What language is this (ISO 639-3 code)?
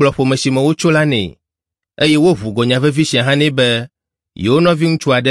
ewe